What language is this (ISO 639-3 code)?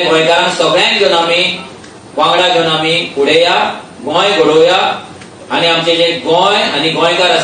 kok